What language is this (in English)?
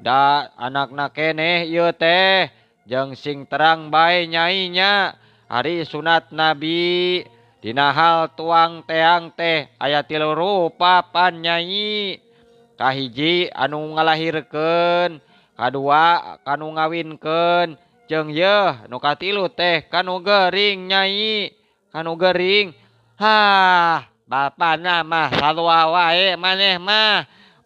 Sundanese